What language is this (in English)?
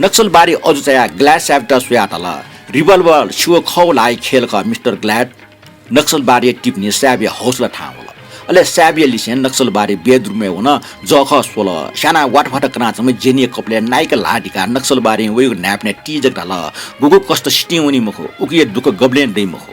Newari